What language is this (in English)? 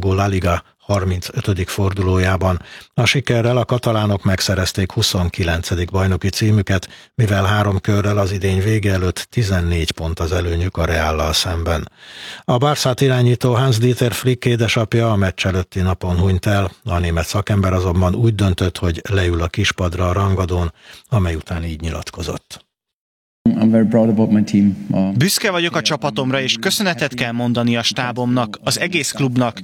Hungarian